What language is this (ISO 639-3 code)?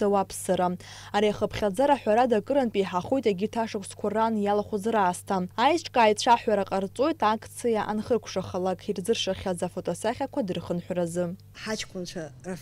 abk